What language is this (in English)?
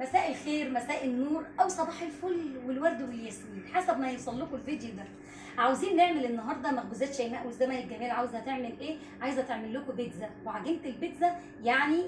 Egyptian Arabic